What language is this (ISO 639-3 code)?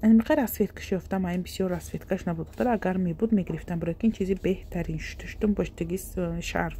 tgk